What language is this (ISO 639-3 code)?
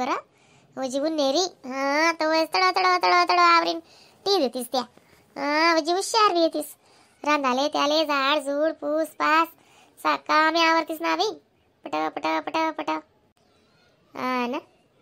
khn